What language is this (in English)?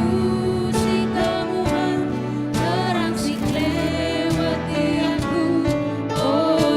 Batak Karo